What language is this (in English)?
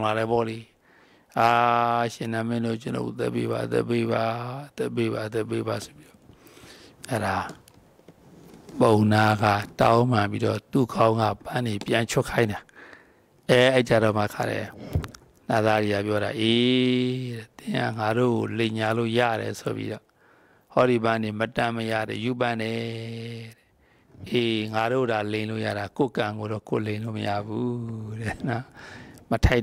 Burmese